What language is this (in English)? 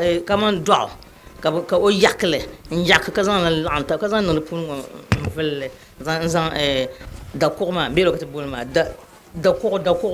Dagbani